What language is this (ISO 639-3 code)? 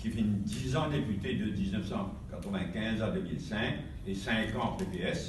mfe